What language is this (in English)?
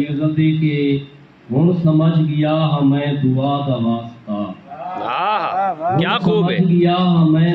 Saraiki